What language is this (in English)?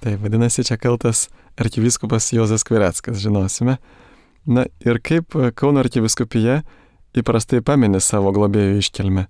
Lithuanian